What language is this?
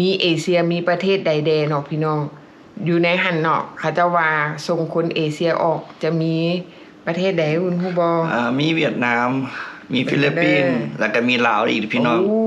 Lao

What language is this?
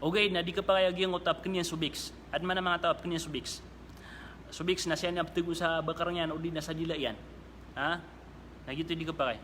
Maranao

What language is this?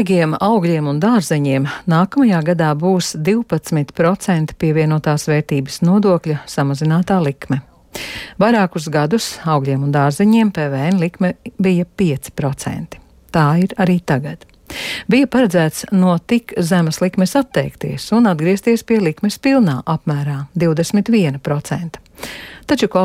Latvian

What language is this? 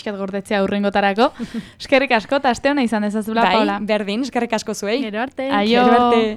Basque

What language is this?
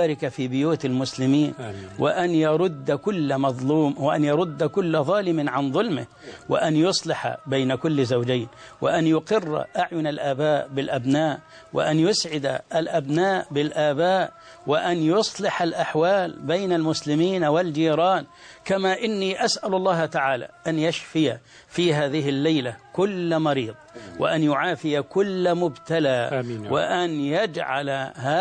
Arabic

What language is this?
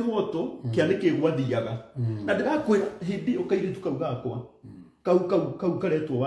Kikuyu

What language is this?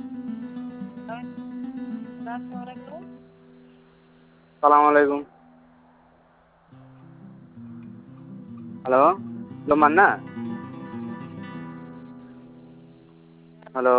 Bangla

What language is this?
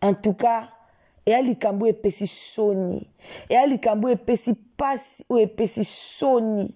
Lingala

